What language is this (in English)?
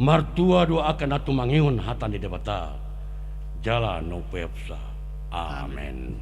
Batak Toba